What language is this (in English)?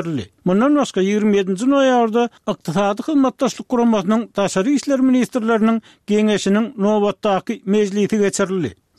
Turkmen